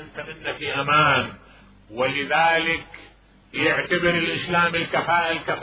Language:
Mesopotamian Arabic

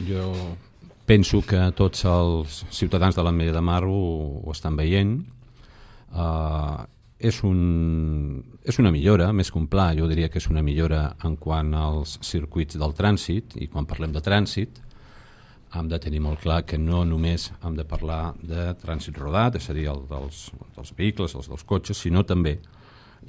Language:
Catalan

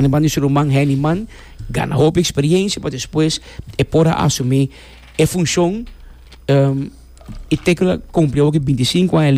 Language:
Papiamento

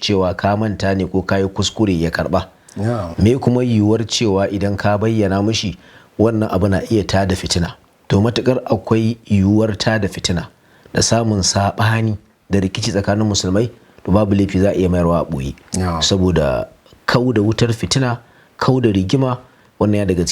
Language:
Hausa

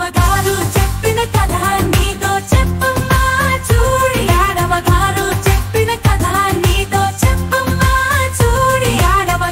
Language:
Telugu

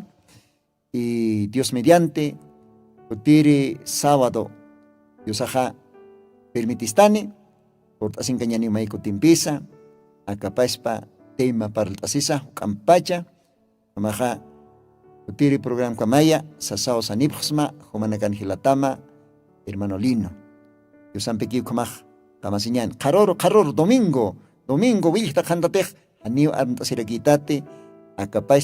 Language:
Aymara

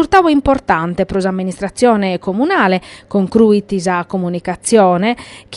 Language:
Sardinian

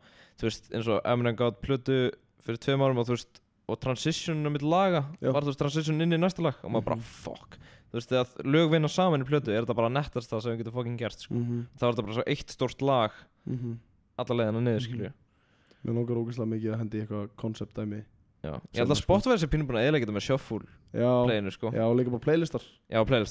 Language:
Icelandic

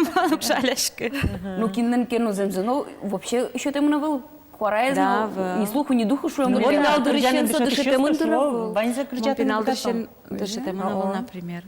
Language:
Udmurt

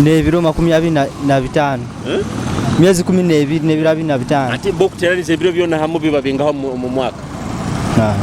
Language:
Nyoro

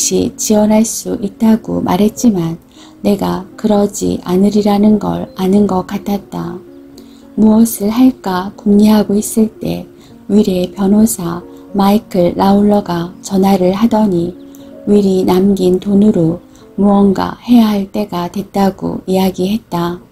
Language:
Korean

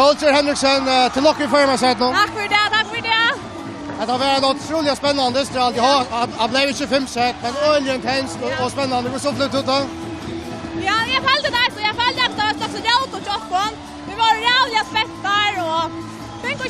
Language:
Faroese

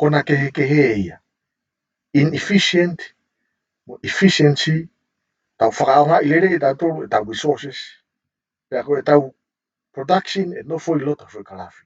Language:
Tongan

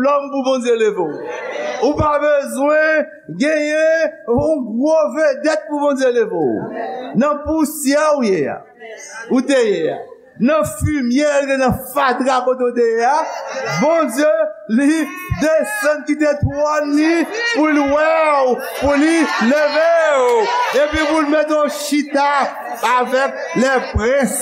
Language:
Haitian Creole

